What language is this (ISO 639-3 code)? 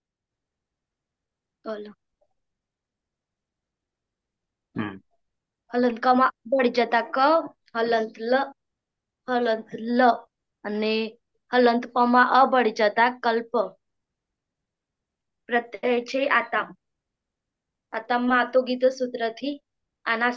guj